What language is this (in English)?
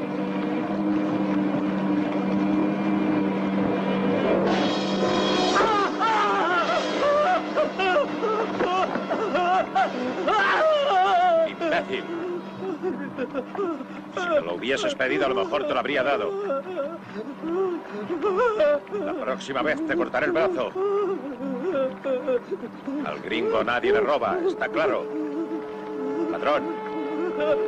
Spanish